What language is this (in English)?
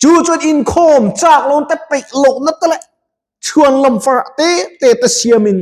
Mizo